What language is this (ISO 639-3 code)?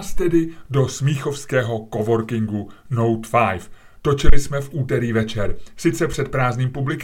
ces